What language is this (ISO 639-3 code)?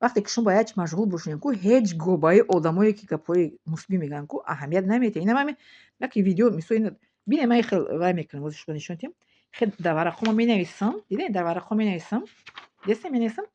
tgk